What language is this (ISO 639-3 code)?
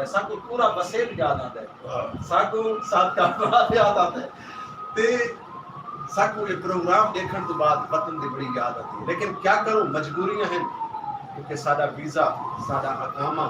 skr